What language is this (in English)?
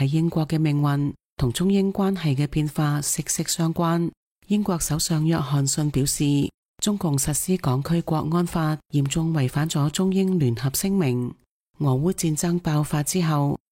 Cantonese